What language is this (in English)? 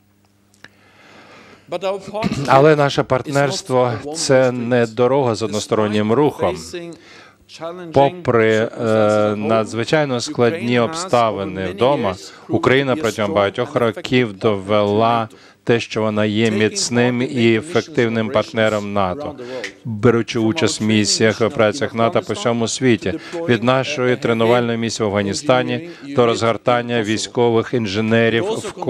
Ukrainian